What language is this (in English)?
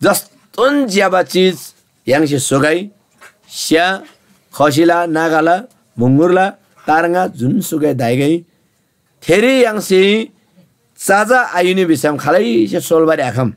Eastern Tamang